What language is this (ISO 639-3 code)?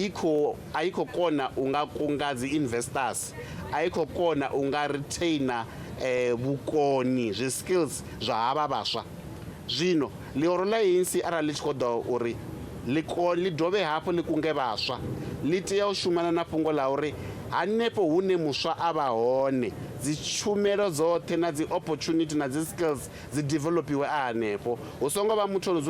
ven